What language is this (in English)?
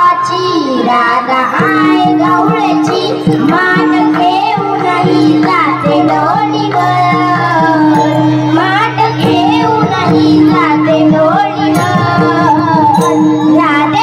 Marathi